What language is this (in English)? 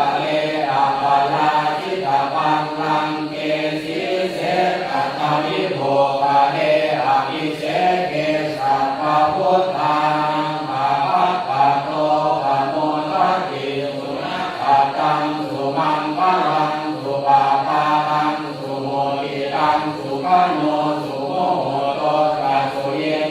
Pali